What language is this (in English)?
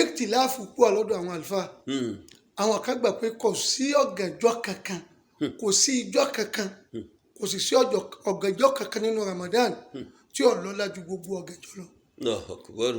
Yoruba